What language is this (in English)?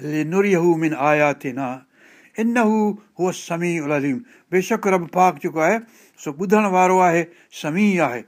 Sindhi